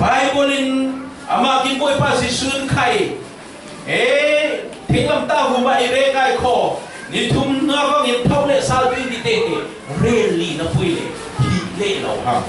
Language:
Falam Chin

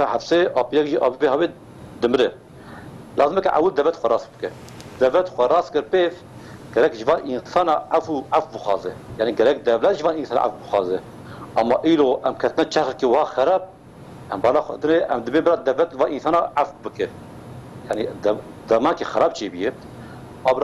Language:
Kurdish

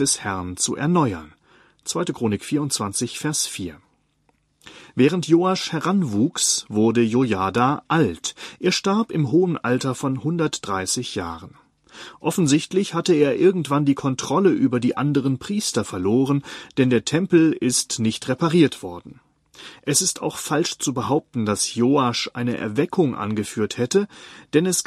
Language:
German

